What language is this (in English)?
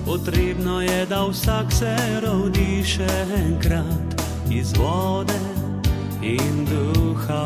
Slovenian